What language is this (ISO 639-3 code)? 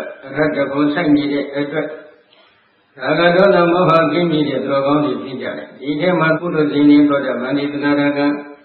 mya